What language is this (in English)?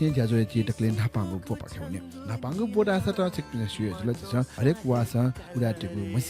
Newari